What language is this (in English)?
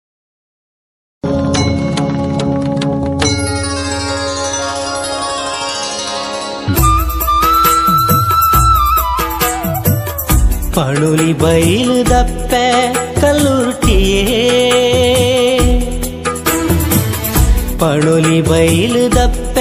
Tulu